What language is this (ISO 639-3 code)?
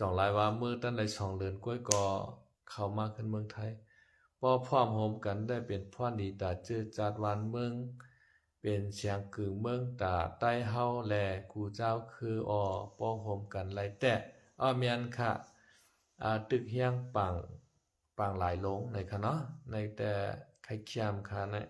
shn